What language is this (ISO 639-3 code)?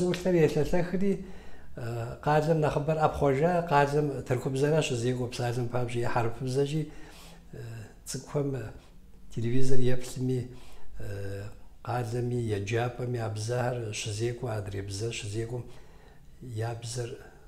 kbd